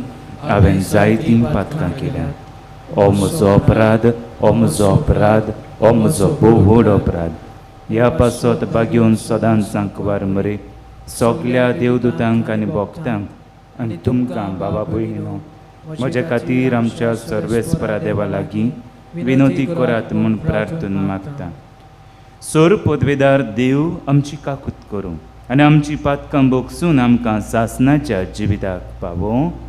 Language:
Konkani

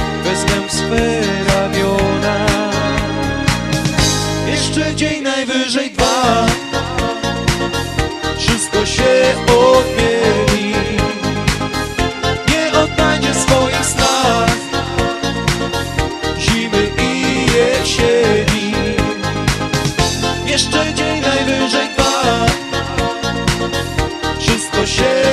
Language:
Polish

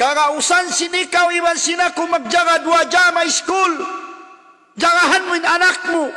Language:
Tausug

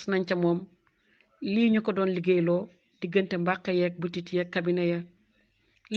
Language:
Wolof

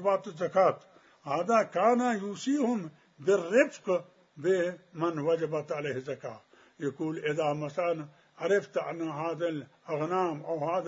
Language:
Mesopotamian Arabic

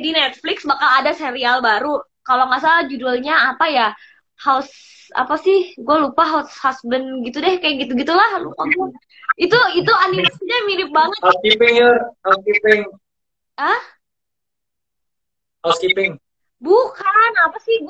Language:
Indonesian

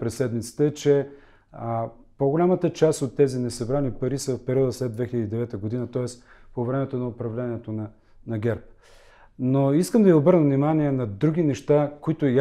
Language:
Bulgarian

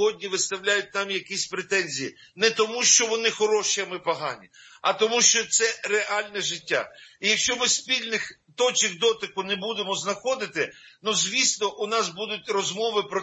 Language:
Ukrainian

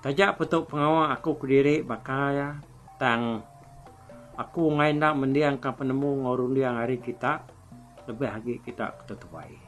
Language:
Iban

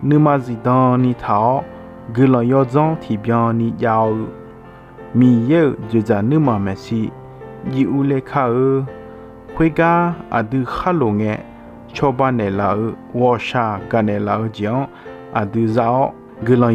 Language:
Akha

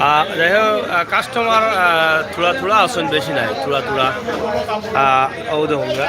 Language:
Sylheti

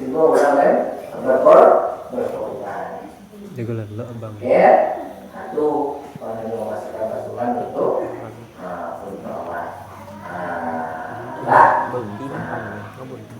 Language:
Minangkabau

